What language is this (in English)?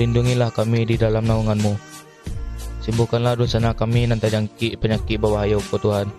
Minangkabau